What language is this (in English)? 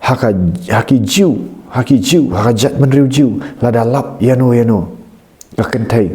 Khasi